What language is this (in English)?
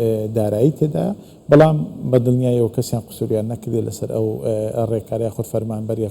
Central Kurdish